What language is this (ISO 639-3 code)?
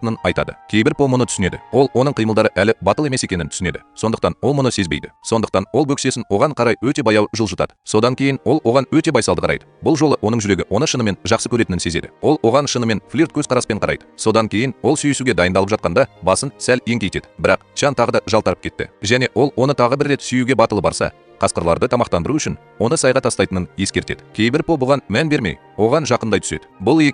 kaz